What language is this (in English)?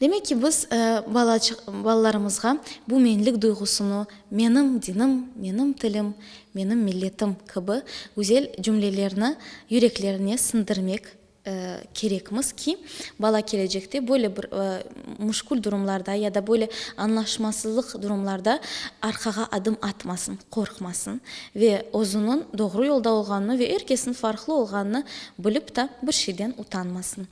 Crimean Tatar